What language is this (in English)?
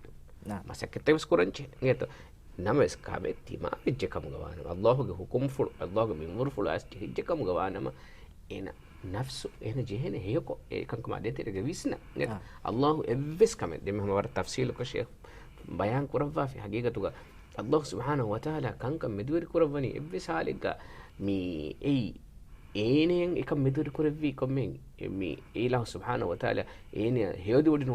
Divehi